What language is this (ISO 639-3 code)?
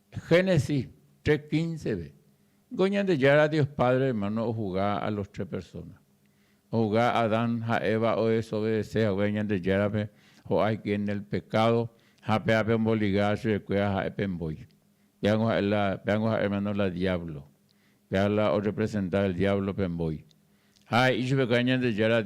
grn